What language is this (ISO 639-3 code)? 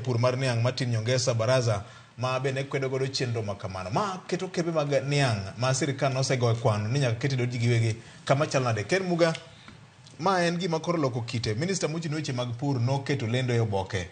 luo